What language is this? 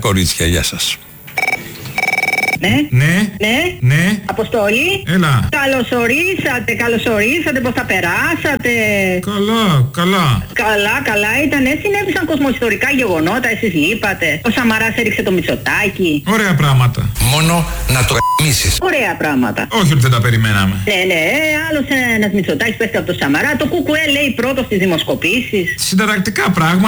Greek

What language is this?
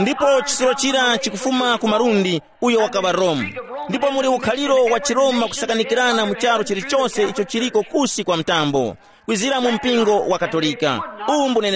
Tumbuka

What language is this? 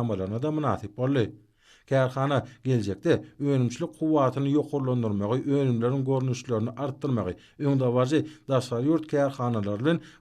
Turkmen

